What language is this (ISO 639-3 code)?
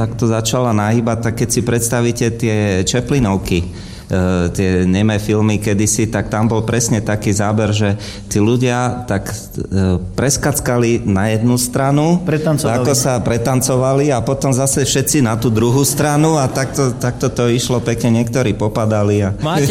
slk